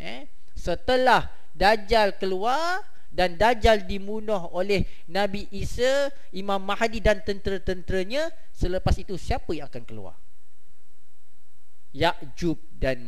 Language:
Malay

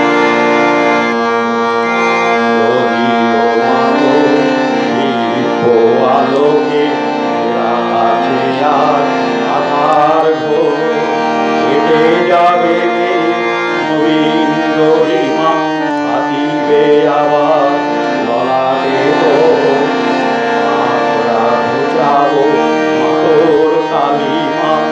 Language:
Bangla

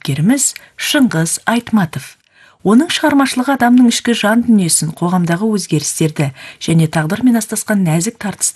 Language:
Kazakh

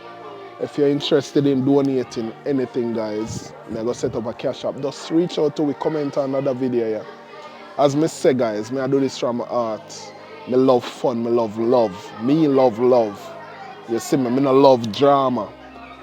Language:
Jamaican Creole English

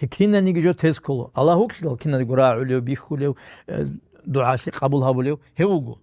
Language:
Avaric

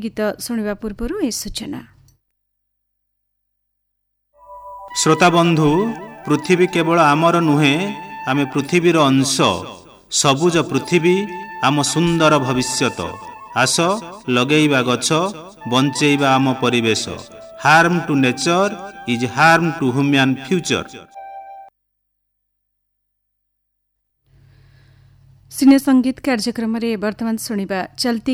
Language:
Odia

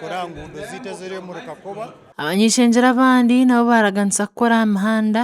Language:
Nyankole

